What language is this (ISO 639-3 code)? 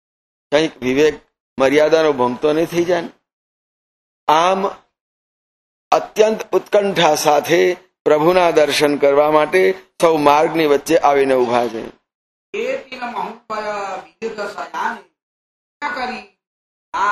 guj